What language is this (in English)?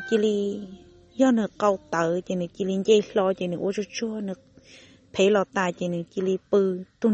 Hmong